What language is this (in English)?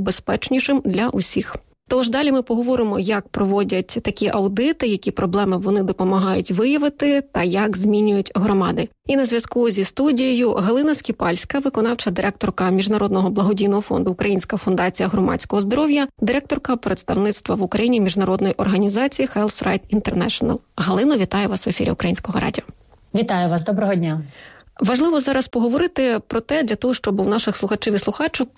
Ukrainian